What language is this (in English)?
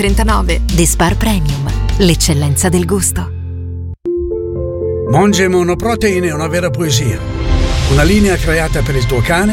Italian